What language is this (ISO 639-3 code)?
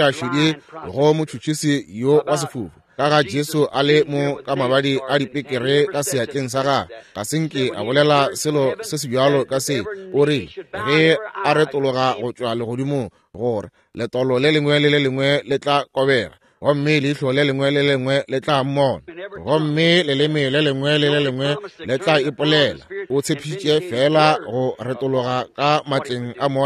nso